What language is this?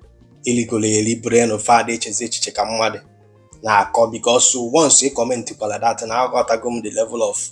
Igbo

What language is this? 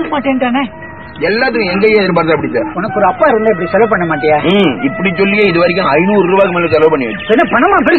Tamil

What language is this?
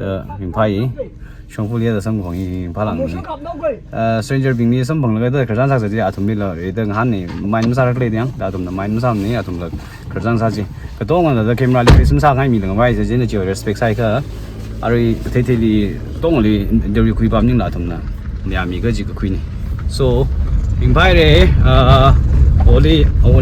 Tangkhul Naga (India)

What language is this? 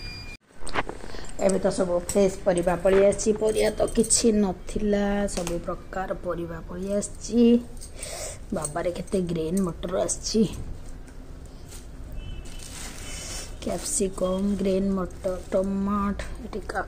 Odia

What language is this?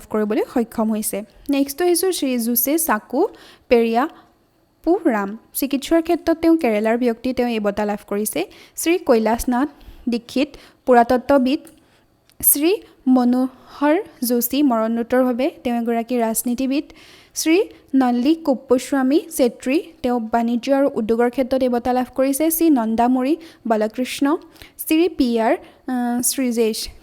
Assamese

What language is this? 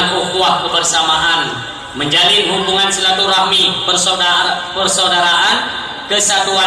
Achinese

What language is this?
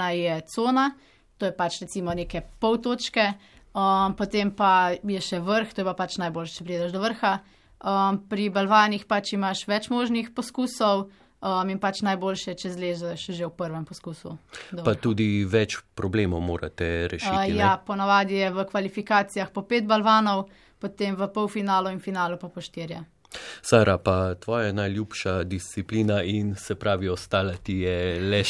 Slovenian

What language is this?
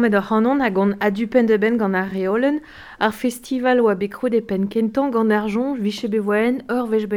Breton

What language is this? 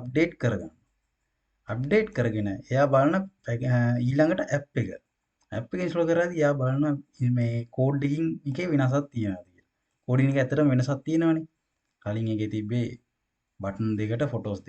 Sinhala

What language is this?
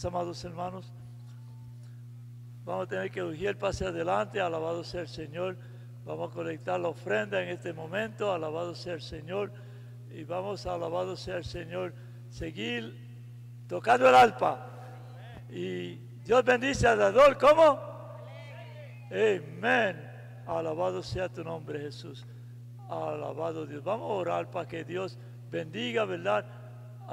Spanish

